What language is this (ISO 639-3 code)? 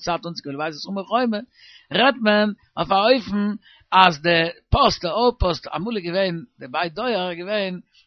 yid